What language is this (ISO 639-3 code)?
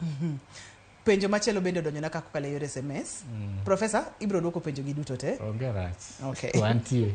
luo